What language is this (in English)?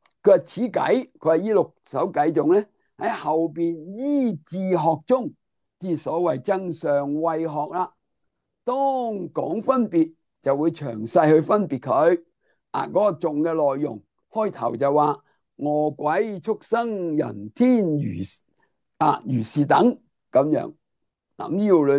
Cantonese